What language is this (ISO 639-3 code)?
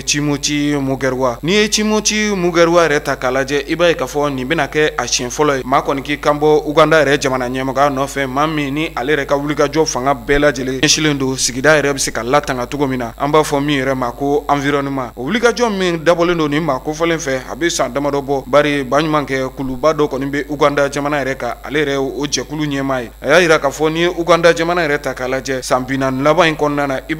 bam